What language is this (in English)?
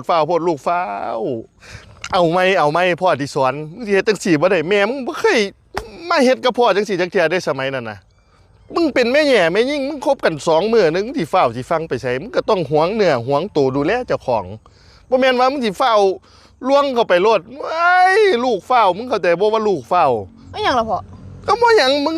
Northeastern Thai